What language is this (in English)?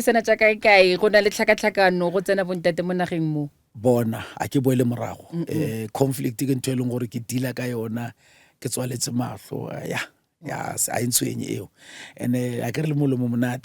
Northern Sotho